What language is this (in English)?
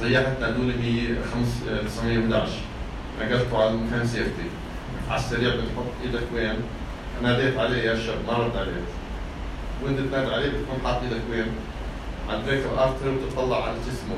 North Levantine Arabic